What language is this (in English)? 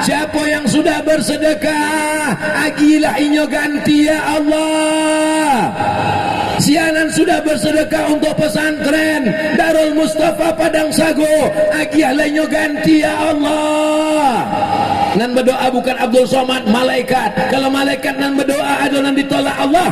Minangkabau